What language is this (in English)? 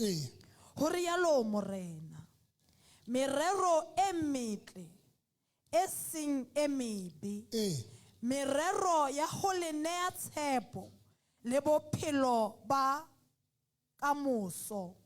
Southern Sotho